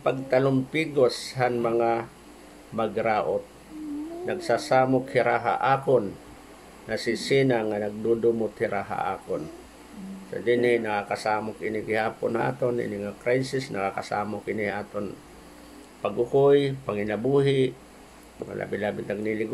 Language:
Waray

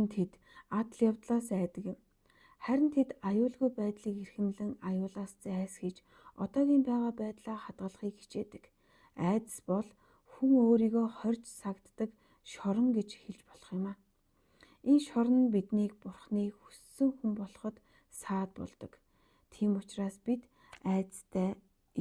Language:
Mongolian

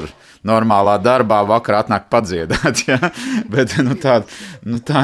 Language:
Latvian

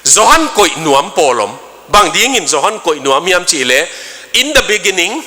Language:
Tedim Chin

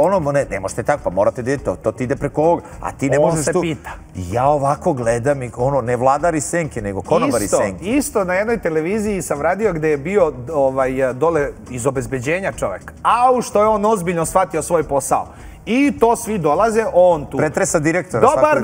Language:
Serbian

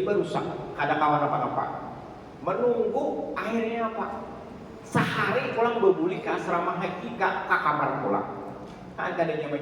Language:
Banjar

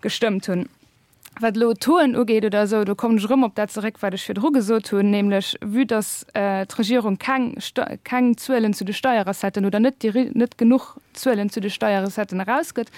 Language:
Luxembourgish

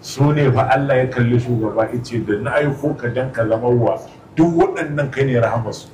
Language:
Hausa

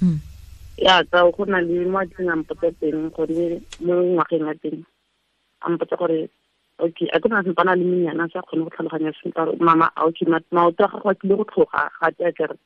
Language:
Tswana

